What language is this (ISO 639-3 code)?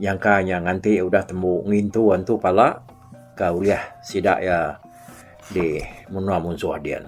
iba